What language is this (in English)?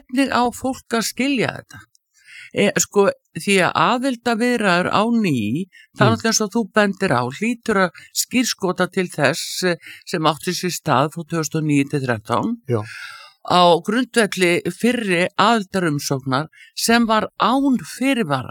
Icelandic